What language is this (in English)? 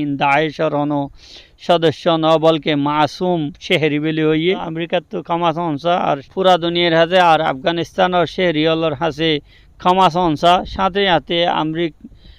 Rohingya